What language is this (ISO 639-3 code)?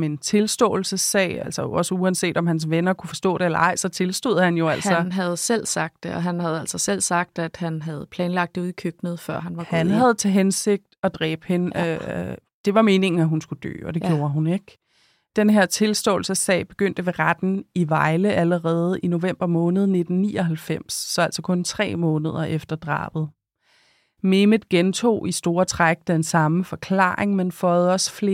dan